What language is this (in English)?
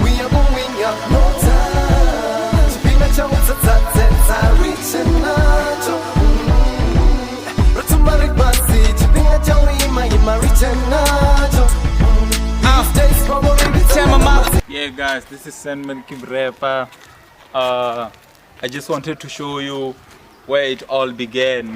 Venda